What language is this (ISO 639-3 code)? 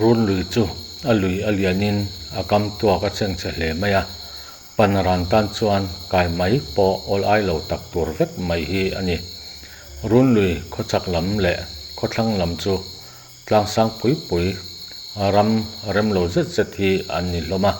lus